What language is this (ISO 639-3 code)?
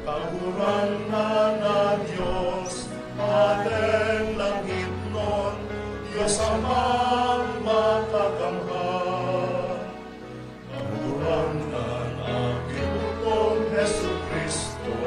bik